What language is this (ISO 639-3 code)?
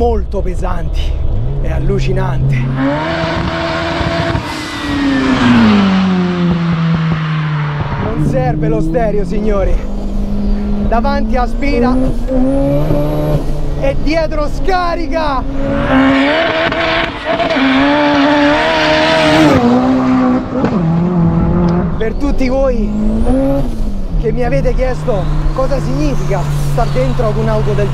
ita